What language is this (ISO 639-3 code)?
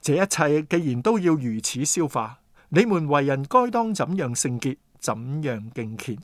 yue